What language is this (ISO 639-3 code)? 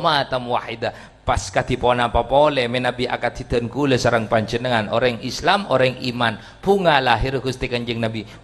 mad